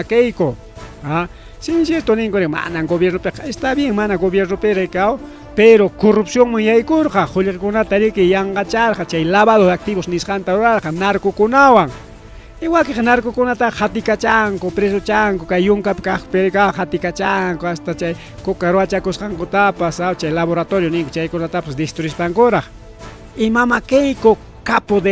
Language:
Ayacucho Quechua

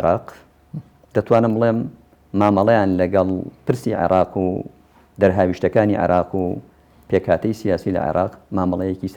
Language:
Central Kurdish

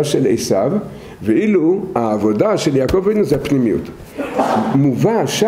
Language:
Hebrew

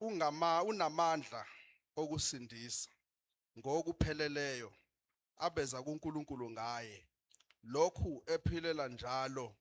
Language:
Zulu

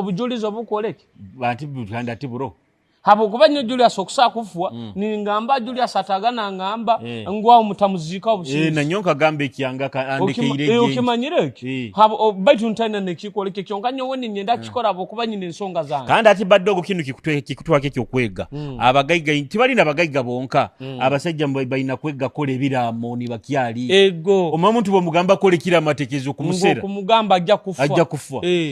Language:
Nyoro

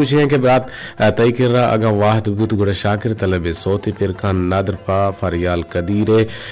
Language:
Eastern Balochi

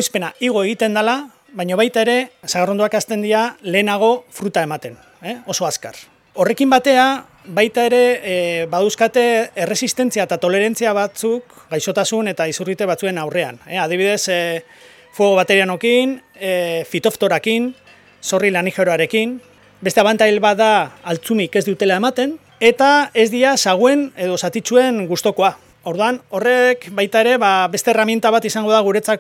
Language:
Basque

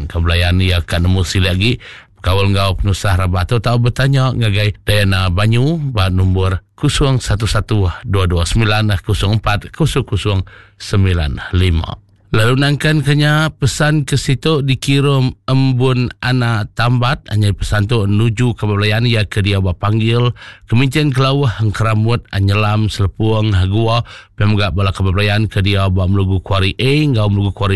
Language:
Iban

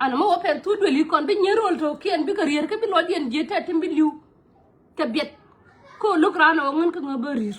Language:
Nuer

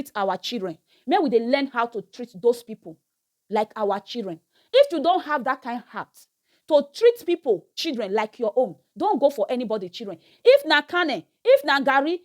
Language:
Nigerian Pidgin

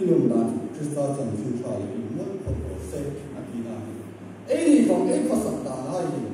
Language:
Hmar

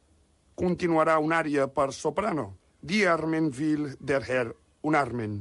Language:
Catalan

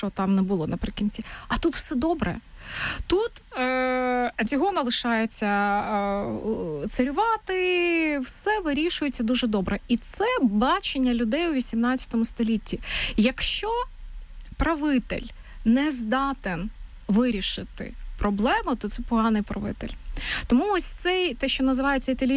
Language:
Ukrainian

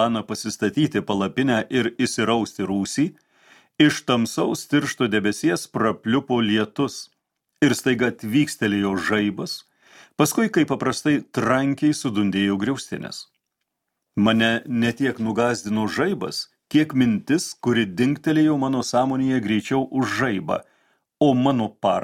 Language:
Lithuanian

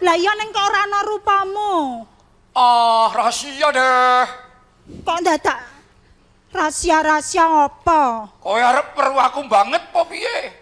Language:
Javanese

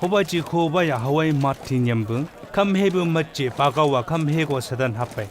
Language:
Chang Naga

